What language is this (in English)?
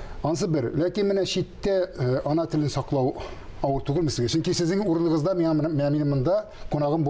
Tatar